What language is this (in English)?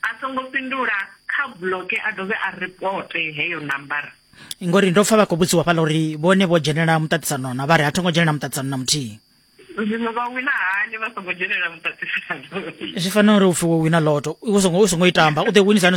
Venda